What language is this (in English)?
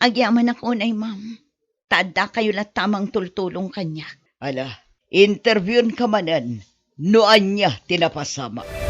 Iloko